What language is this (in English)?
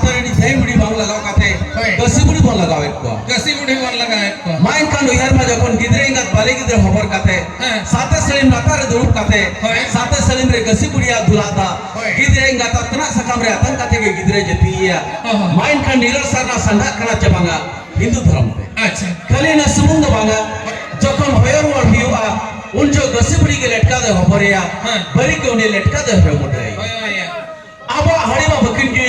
Santali